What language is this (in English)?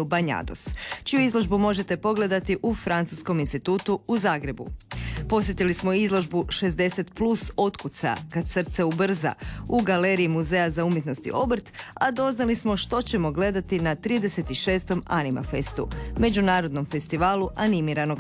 Croatian